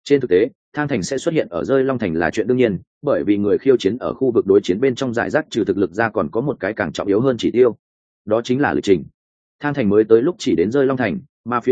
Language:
Vietnamese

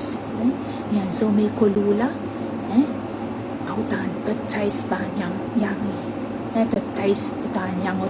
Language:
Pohnpeian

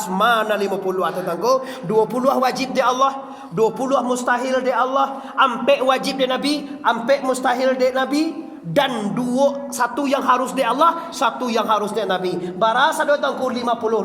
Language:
Minangkabau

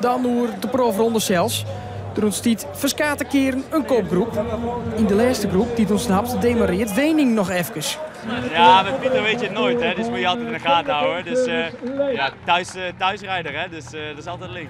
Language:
Western Frisian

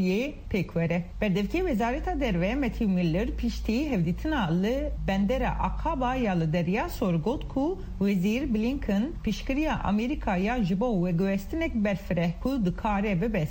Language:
Kurdish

